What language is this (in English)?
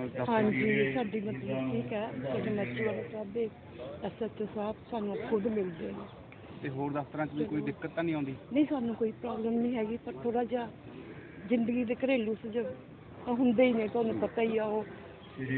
Punjabi